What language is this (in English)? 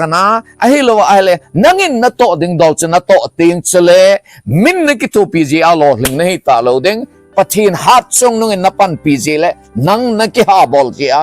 Thado Chin